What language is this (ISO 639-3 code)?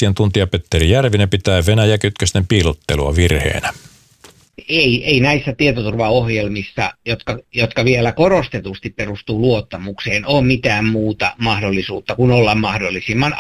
fin